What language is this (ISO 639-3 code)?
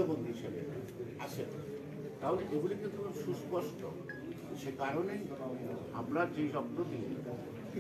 ben